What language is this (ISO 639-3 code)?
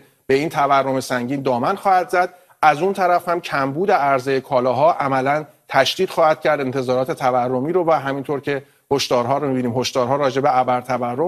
fas